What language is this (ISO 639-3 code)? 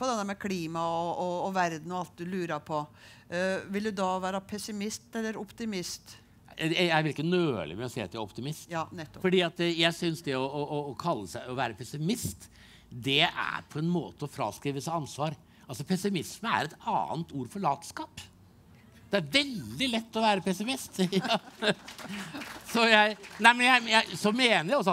nor